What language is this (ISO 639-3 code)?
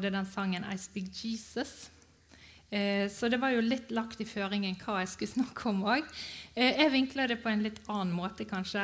nor